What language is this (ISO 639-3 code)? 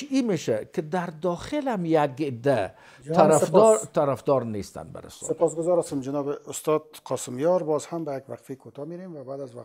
fas